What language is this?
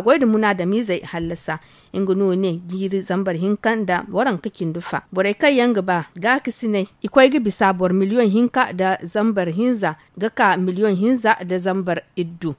Zarma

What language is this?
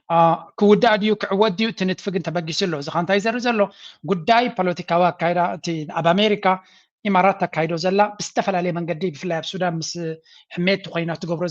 Tigrinya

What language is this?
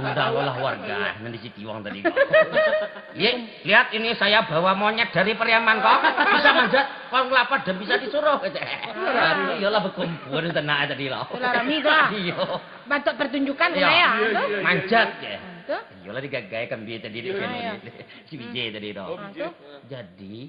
Minangkabau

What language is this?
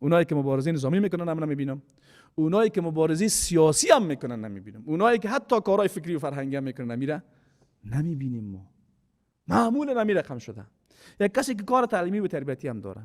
Persian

